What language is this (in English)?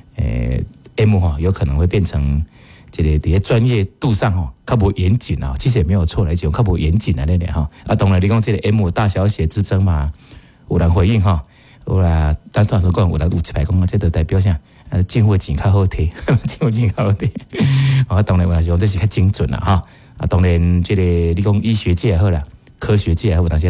Min Nan Chinese